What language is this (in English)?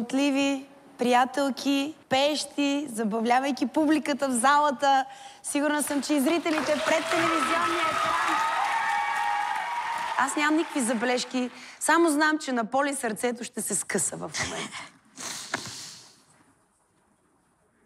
Bulgarian